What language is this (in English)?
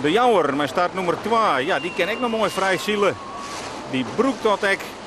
Western Frisian